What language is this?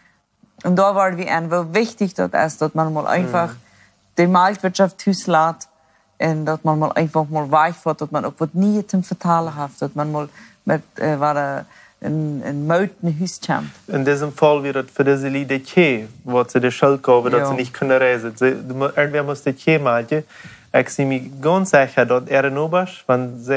Plautdietsch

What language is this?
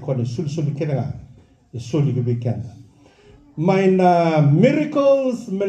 Fijian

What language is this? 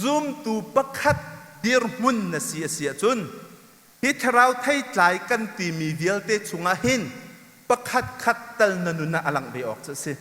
Hakha Chin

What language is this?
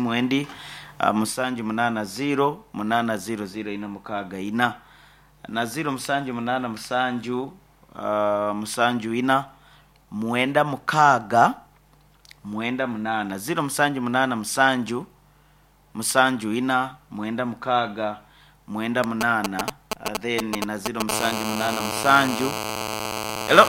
Nyoro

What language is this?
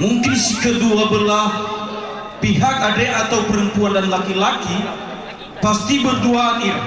Nias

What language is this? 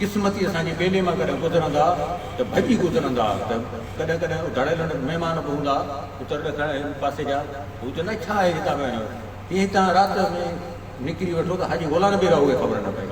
Sindhi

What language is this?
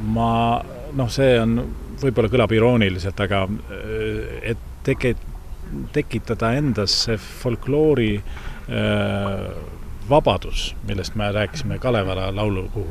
Estonian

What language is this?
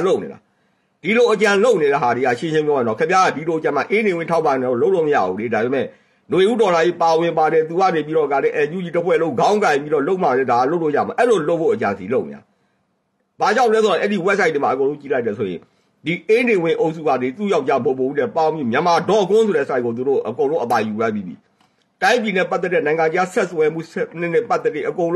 Burmese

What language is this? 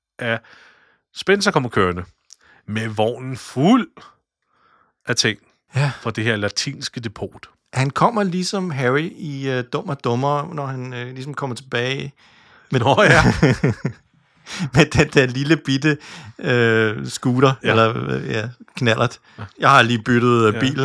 Danish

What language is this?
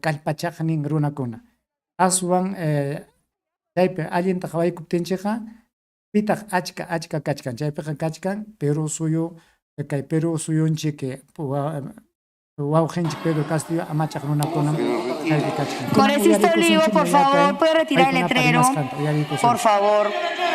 Ayacucho Quechua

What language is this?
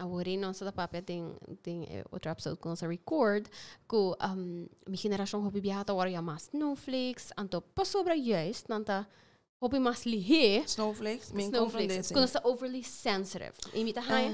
Papiamento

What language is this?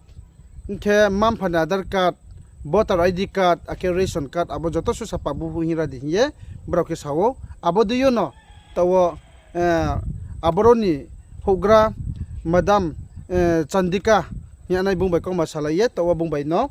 Riang (India)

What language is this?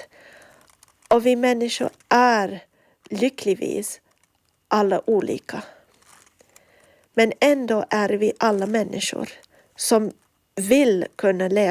Swedish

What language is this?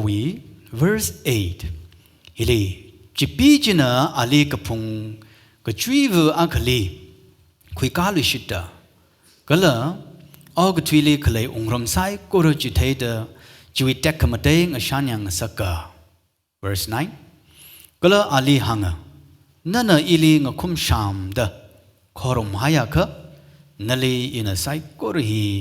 Tangkhul Naga (India)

